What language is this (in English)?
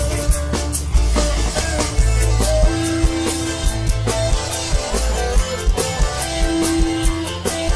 Indonesian